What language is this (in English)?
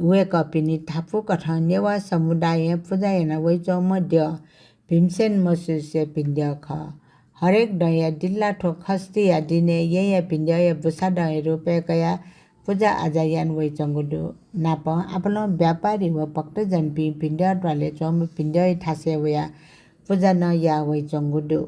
Newari